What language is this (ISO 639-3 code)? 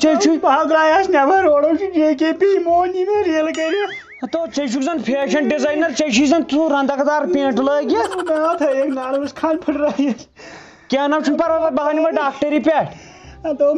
kas